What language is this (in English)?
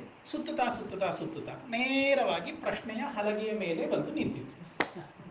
Kannada